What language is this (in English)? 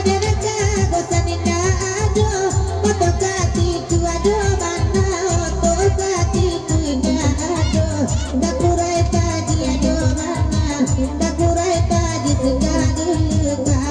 Minangkabau